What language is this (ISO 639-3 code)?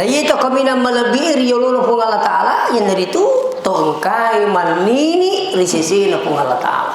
bug